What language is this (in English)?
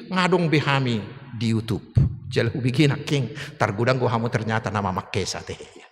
Batak Toba